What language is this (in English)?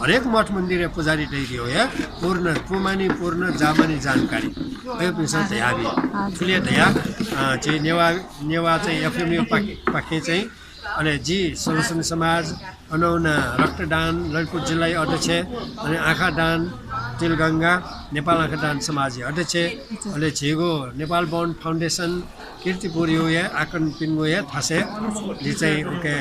Newari